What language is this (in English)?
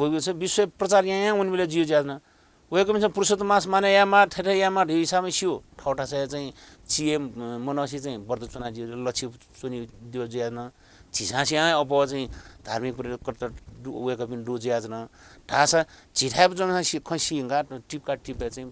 Newari